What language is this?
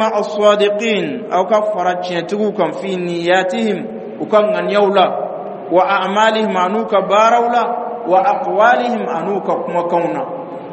Dyula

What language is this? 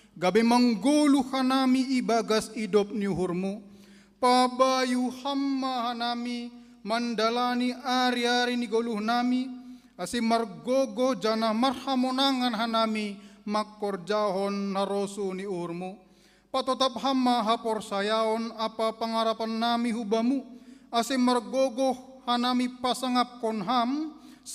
Batak Simalungun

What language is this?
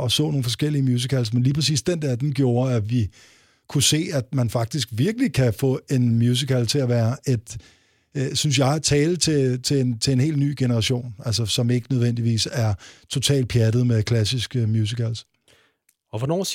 Danish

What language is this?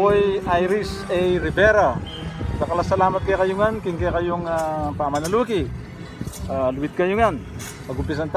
Pampanga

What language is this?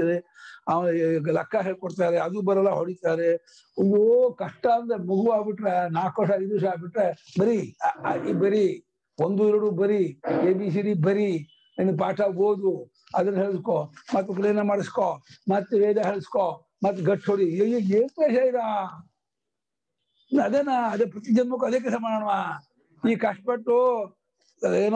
Kannada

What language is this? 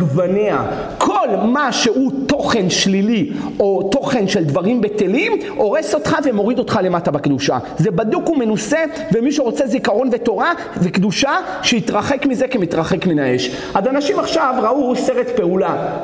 Hebrew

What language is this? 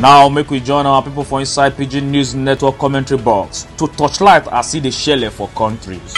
Nigerian Pidgin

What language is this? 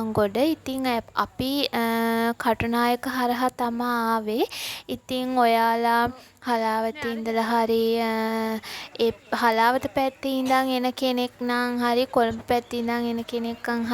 Sinhala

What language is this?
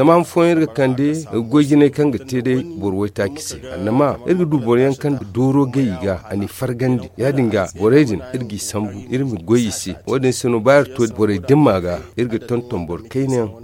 Zarma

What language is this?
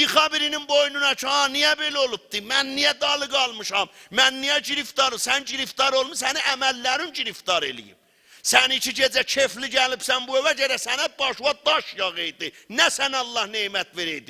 South Azerbaijani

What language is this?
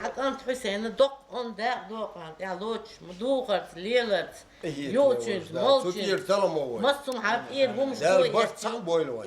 Chechen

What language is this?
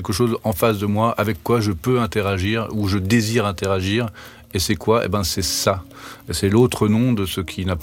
French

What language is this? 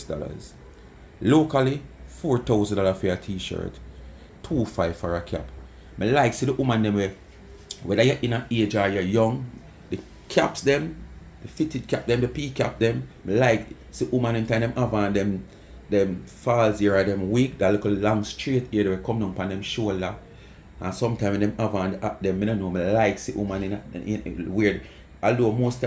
Jamaican Creole English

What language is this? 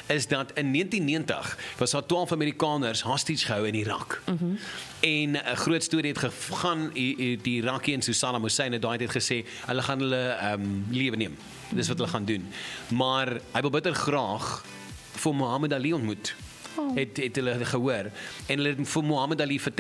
Afrikaans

